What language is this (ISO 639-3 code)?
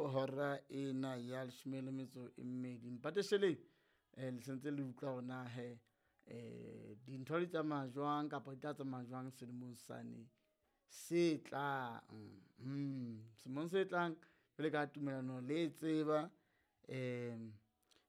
sot